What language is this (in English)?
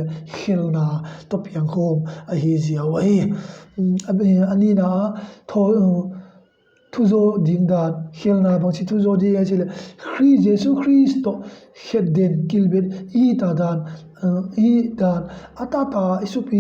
Tedim Chin